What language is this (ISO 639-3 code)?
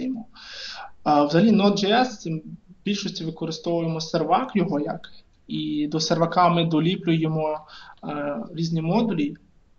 ukr